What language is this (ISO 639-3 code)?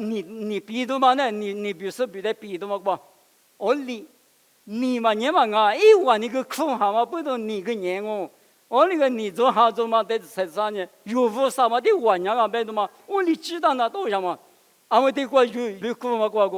lis